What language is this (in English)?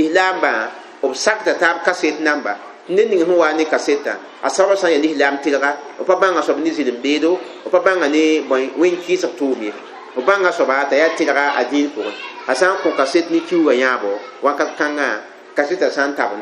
Mossi